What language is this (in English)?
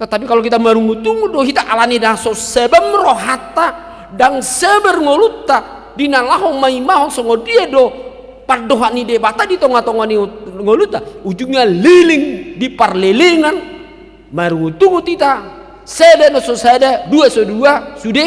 Batak Toba